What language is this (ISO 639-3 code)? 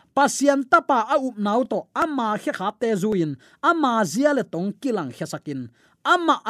ctd